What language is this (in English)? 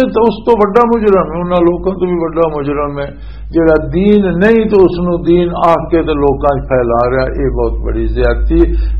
Western Panjabi